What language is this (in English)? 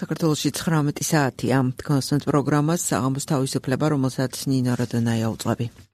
Georgian